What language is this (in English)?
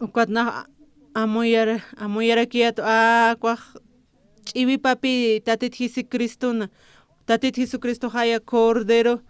Aymara